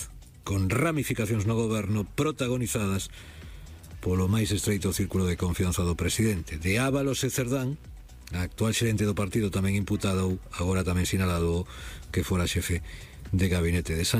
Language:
Galician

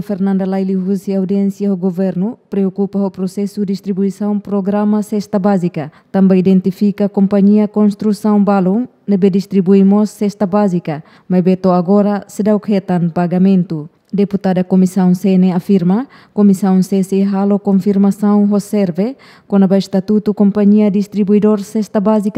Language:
Tetum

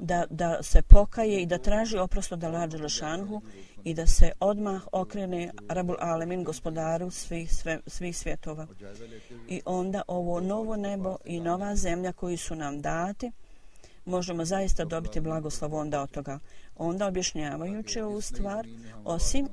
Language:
Bosnian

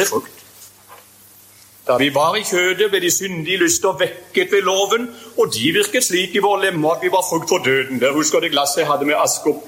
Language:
Norwegian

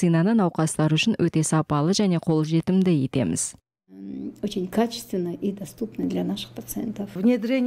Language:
Kazakh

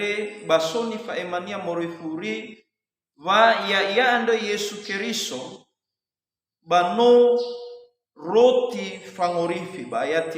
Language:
Nias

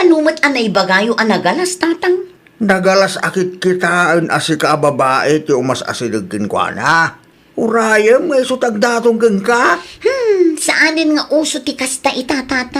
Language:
Iloko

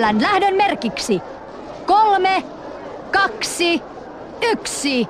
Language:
Finnish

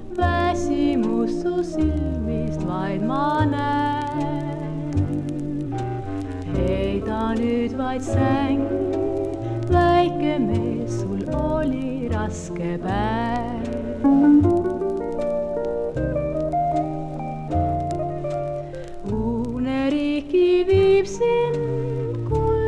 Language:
Estonian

